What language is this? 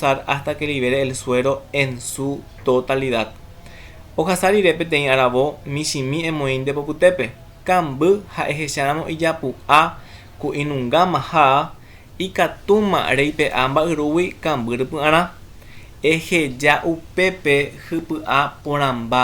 Guarani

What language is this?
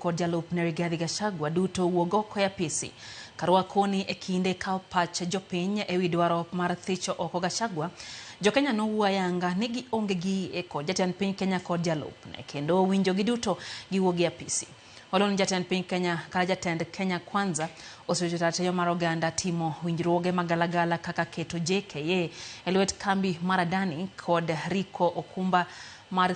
Luo (Kenya and Tanzania)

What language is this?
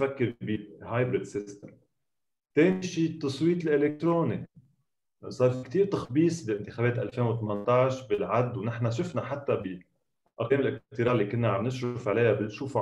North Levantine Arabic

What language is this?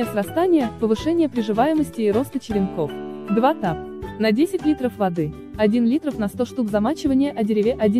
Russian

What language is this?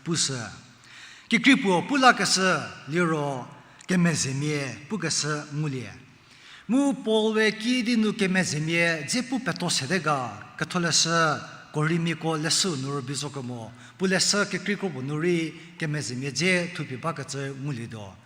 Angami Naga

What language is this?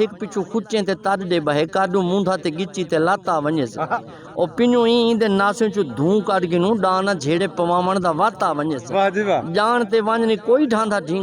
Saraiki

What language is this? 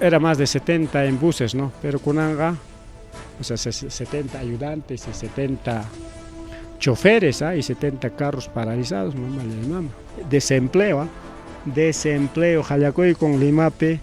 Ayacucho Quechua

